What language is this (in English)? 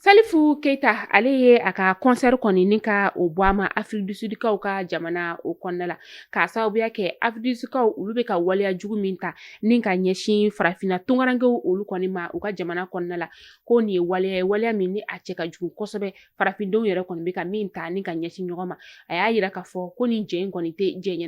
Bambara